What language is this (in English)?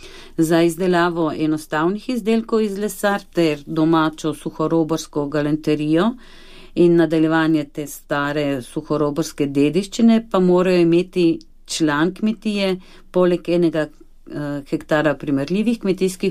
Slovenian